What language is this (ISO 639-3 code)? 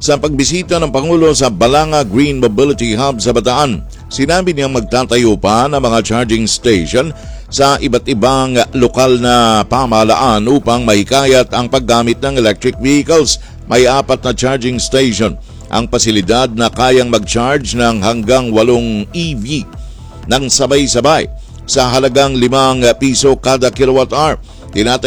fil